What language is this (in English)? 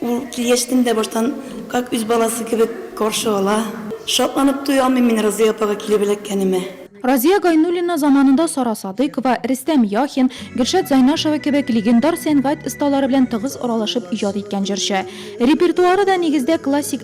Tatar